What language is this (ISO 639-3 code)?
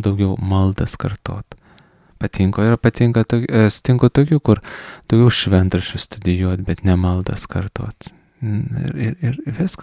lit